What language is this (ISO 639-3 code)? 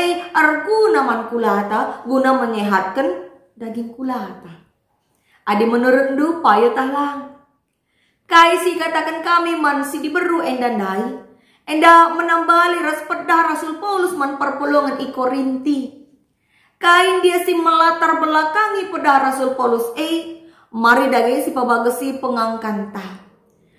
btx